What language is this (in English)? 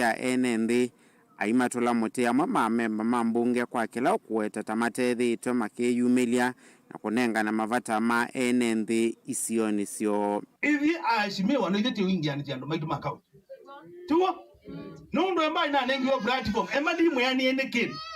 Kamba